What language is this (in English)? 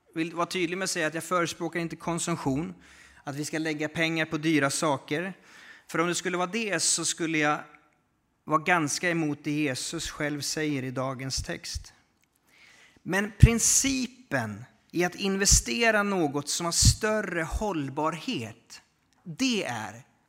Swedish